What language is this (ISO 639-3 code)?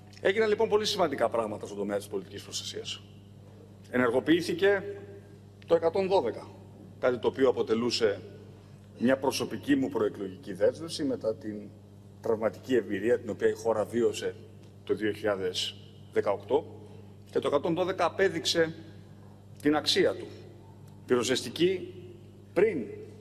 ell